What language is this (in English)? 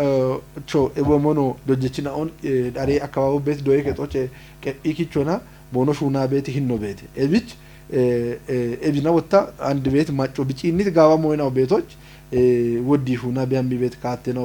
Kafa